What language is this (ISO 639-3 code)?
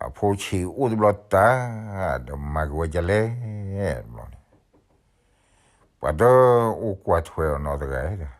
ksw